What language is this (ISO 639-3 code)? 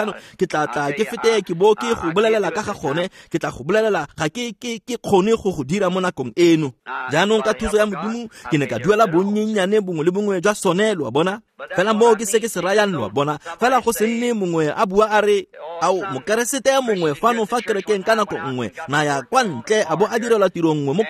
tsn